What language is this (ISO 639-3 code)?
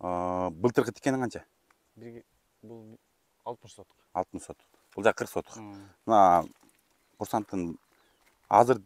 kir